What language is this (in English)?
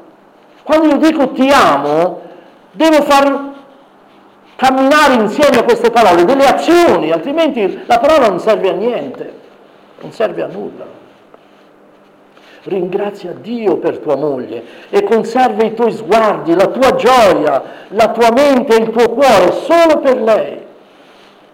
Italian